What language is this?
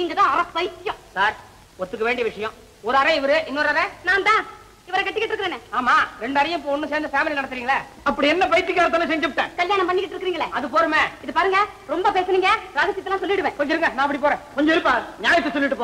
Tamil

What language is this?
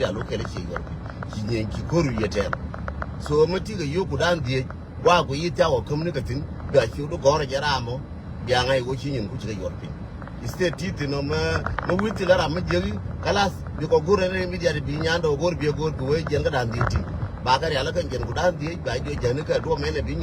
Nuer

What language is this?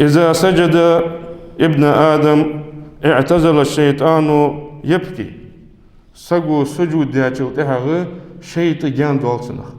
Ingush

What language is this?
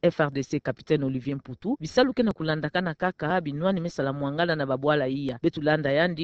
Kituba (Democratic Republic of Congo)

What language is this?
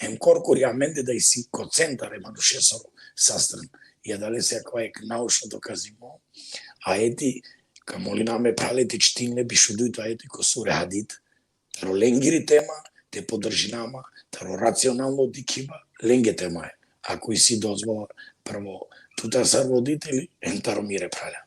Balkan Romani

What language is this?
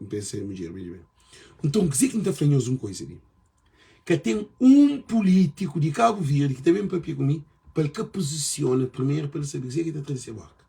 Kabuverdianu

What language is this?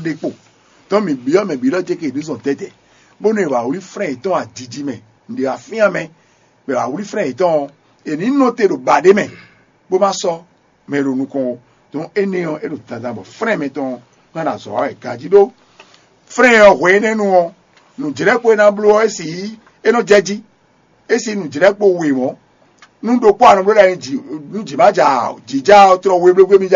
Fon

